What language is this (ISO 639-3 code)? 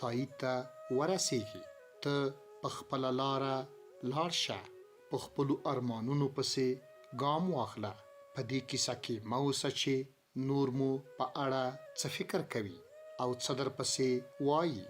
pus